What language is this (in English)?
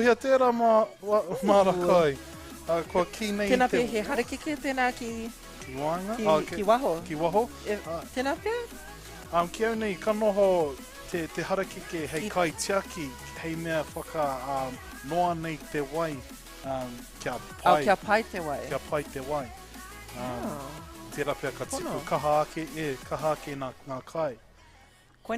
Māori